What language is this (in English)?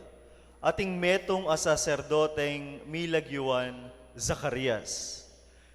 Pampanga